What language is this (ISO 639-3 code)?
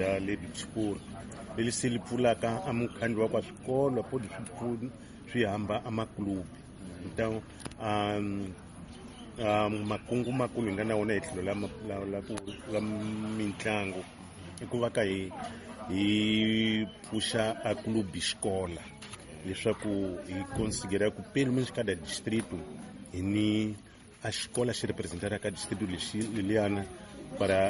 tso